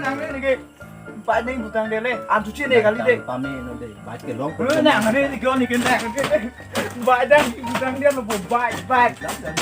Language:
Karbi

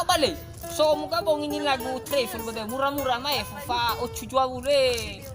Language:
Nias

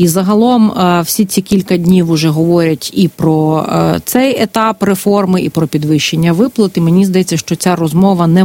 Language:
Ukrainian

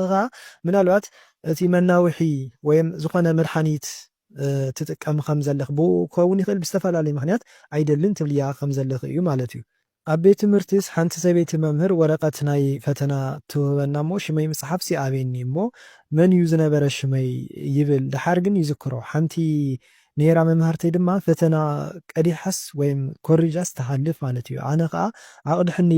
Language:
Tigrinya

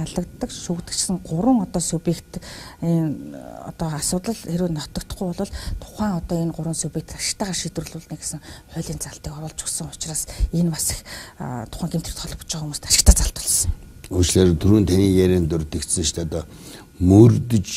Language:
Mongolian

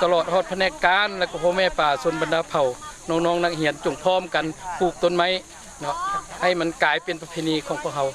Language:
Lao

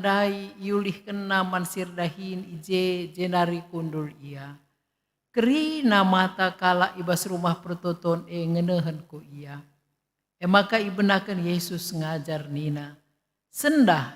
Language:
Batak Karo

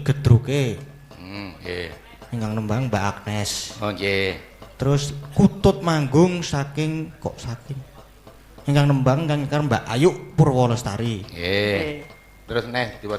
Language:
Javanese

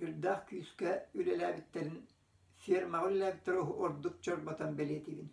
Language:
Yakut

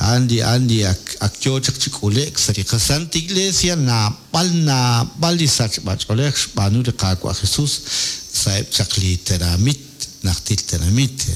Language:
Kekchí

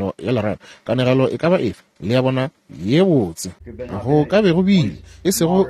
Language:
Northern Sotho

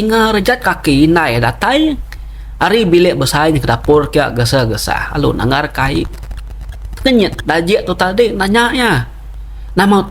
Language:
Iban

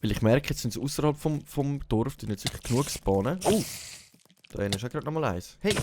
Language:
Swiss German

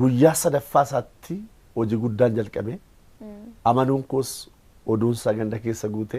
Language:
Oromo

